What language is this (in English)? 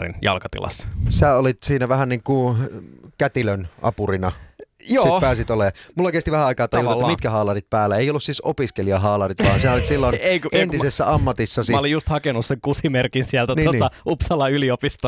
Finnish